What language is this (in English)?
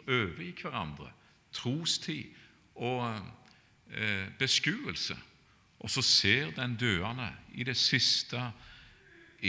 Norwegian